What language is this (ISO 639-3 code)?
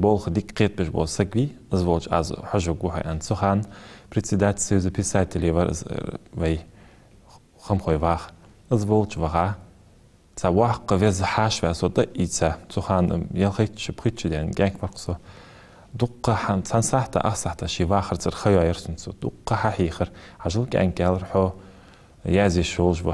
inh